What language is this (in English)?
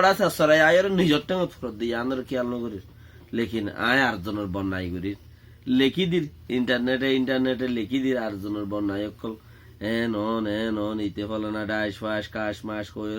Rohingya